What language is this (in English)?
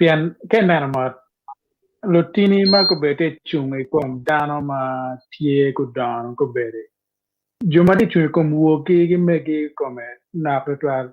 Acoli